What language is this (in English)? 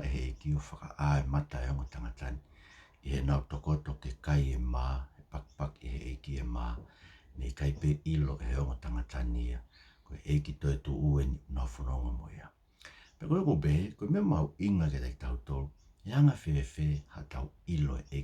Tongan